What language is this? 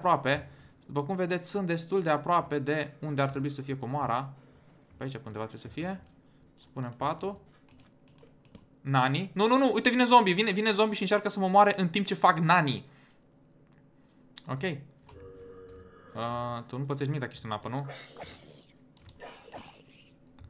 Romanian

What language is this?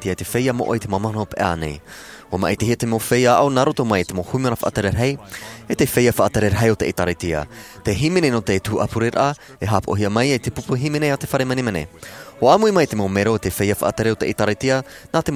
Tahitian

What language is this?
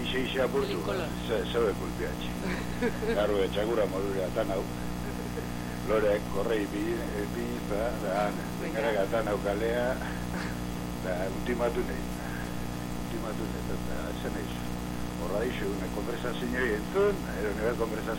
Basque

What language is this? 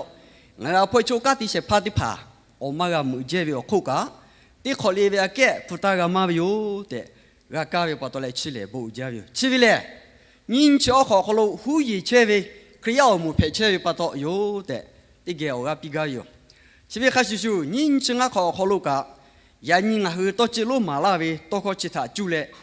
Lahu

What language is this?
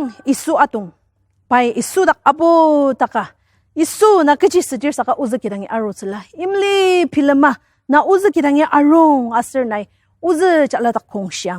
Ao Naga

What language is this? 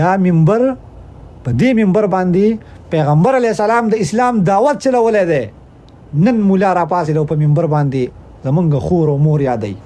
Pashto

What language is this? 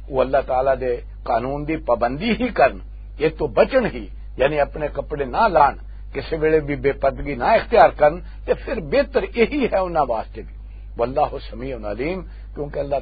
Western Panjabi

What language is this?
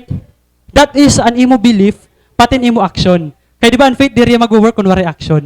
Waray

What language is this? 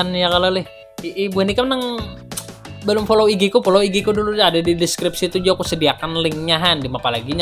Banjar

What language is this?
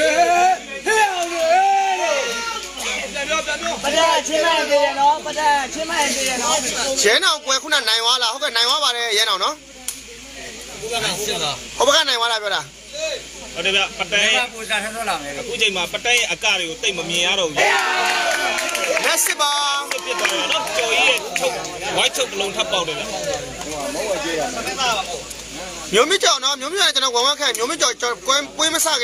Burmese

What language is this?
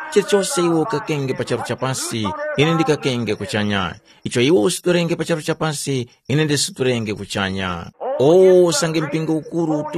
Tumbuka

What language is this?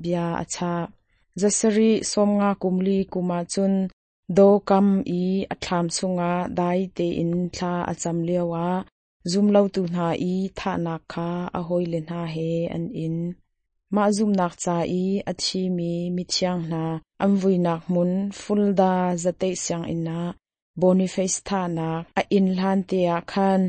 Hakha Chin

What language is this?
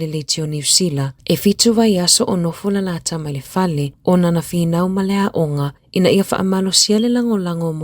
Samoan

